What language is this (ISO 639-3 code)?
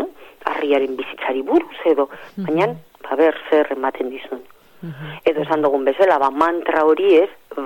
eus